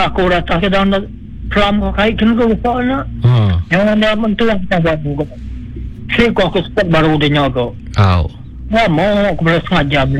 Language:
Malay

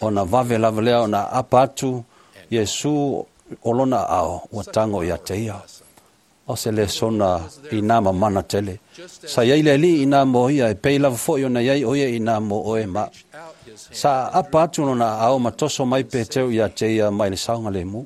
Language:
Samoan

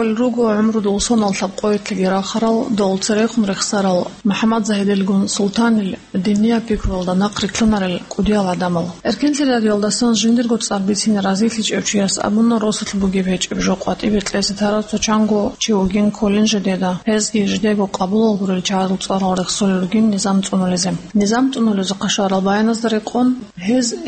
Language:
Avaric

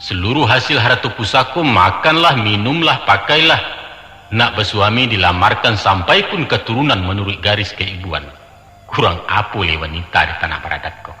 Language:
Minangkabau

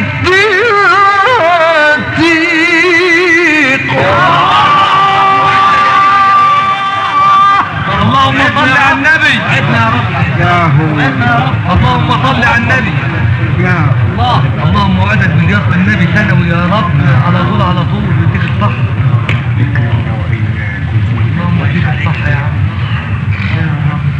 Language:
Arabic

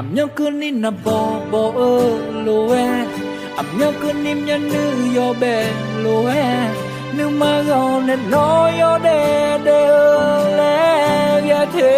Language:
Akha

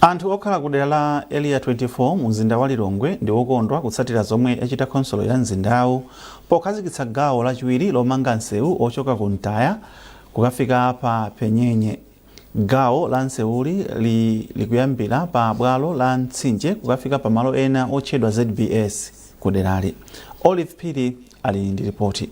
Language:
Nyanja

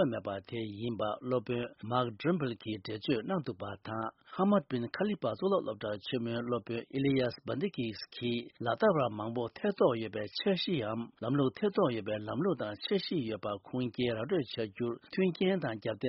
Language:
Tibetan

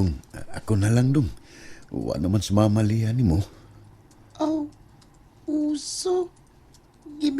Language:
Cebuano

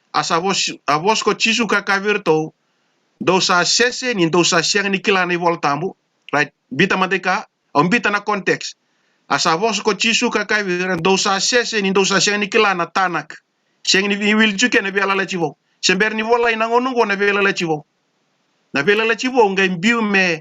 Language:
Fijian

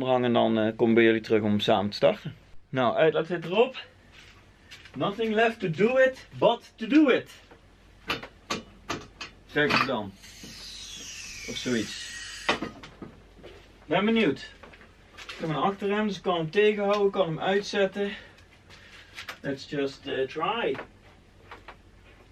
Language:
Dutch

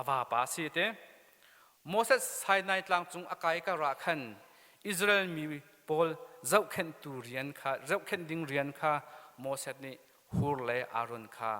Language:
Hakha Chin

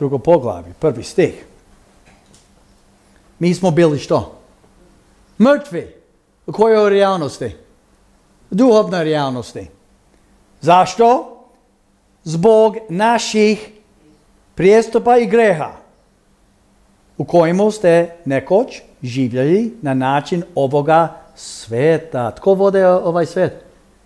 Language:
Croatian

